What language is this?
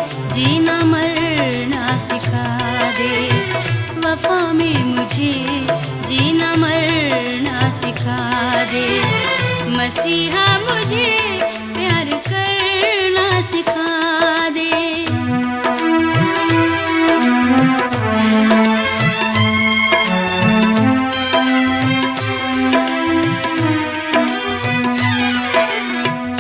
Urdu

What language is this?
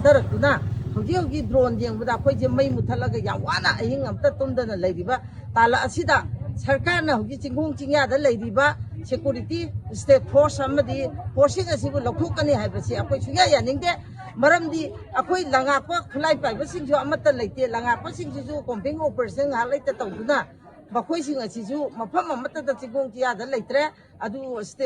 Manipuri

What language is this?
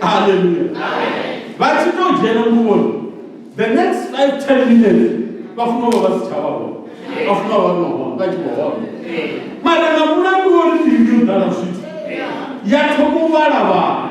Venda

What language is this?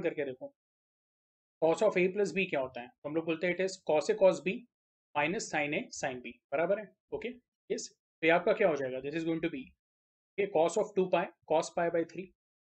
Hindi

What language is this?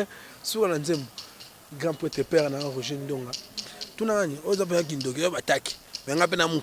Lingala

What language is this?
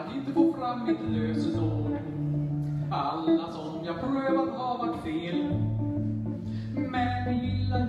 Swedish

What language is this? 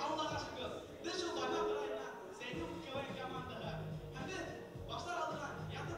Bashkir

